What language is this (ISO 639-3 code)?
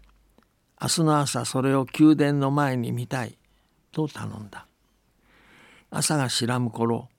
jpn